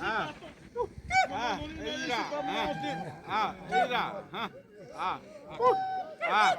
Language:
Xavánte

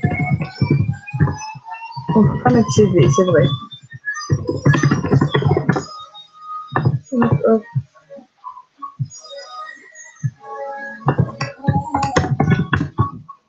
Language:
French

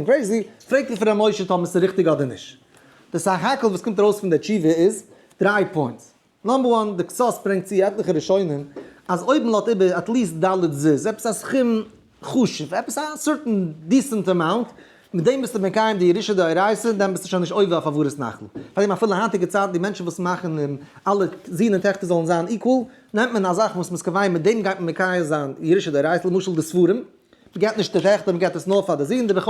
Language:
Yiddish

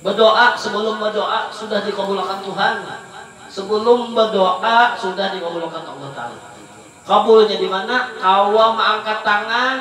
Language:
Banjar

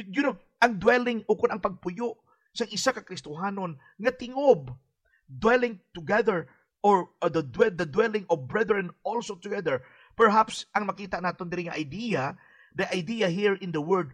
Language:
Hiligaynon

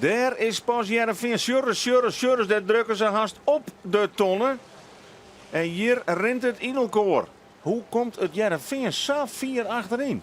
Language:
Western Frisian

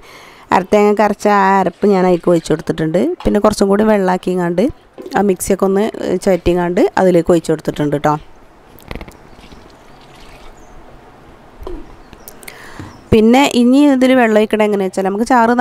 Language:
Malayalam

